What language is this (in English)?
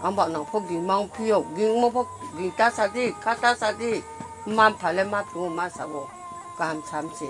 Riang (India)